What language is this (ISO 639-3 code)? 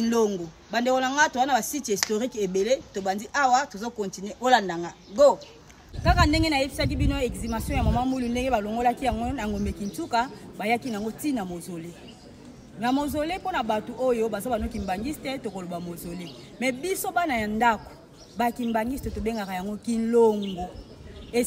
lin